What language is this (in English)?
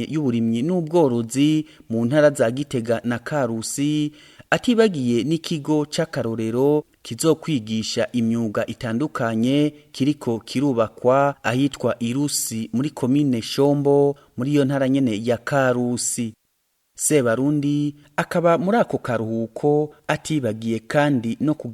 Rundi